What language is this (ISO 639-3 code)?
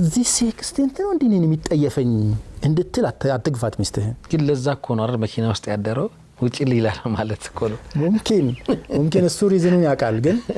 amh